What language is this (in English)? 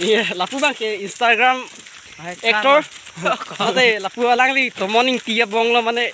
Karbi